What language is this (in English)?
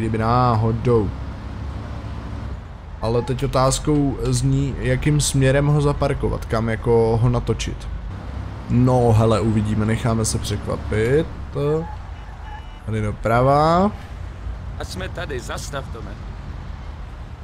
Czech